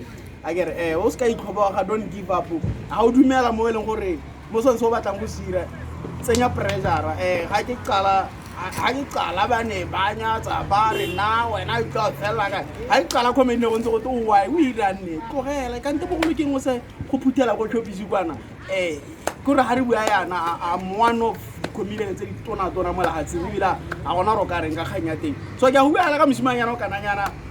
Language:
Tswana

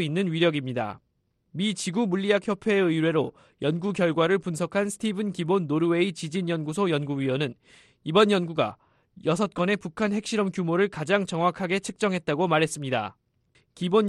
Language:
Korean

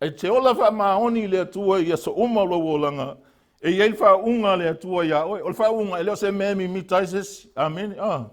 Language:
Samoan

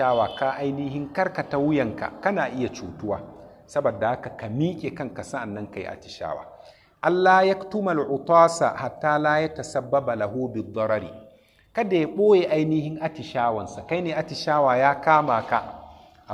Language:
Hausa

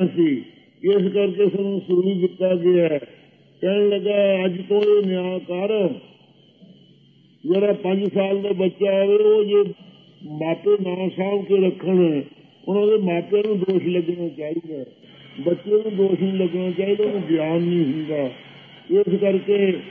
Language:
Punjabi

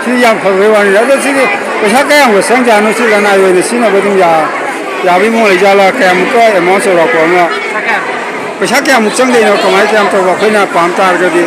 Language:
Manipuri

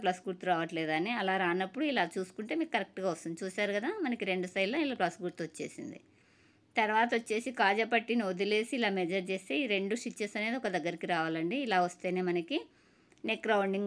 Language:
Telugu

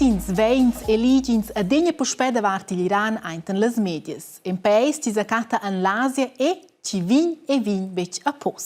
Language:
Romansh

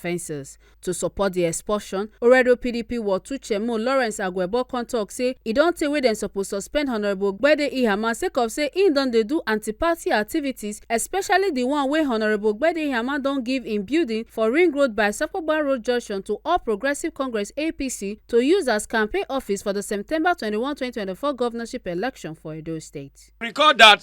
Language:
Nigerian Pidgin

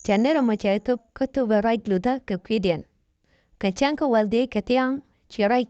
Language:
Nuer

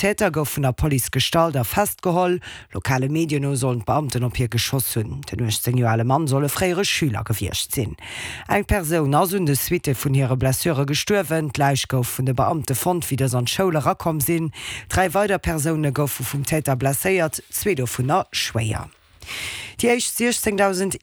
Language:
Luxembourgish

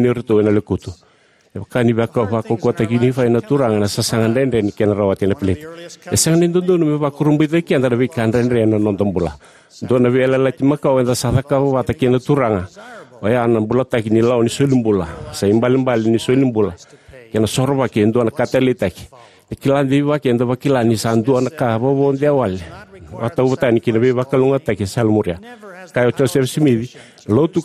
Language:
Fijian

